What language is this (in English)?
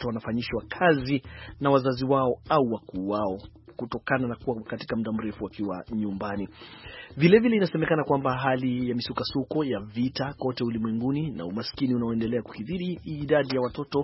Swahili